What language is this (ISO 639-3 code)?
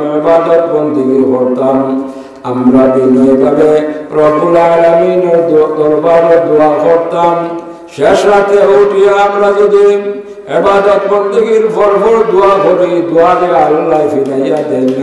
syl